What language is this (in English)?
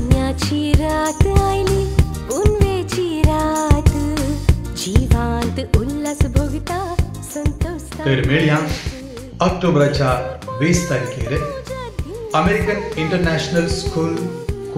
Konkani